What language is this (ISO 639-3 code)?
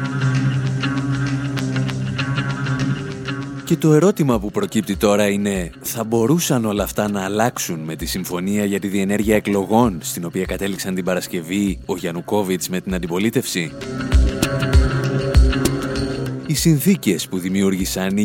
ell